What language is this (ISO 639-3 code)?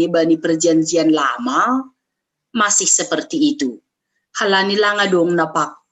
bts